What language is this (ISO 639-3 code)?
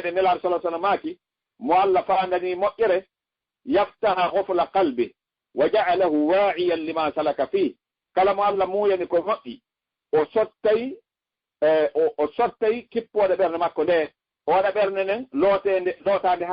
ful